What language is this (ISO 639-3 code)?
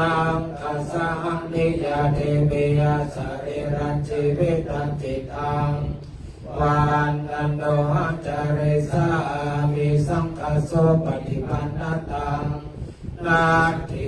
pli